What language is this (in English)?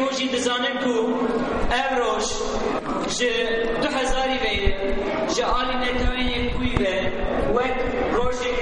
Kurdish